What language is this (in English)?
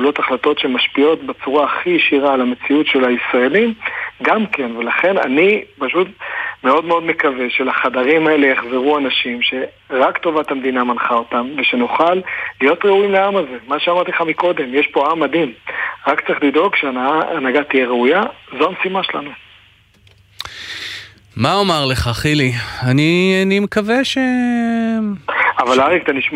Hebrew